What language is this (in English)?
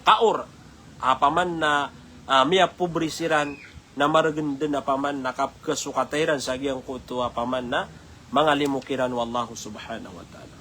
Maranao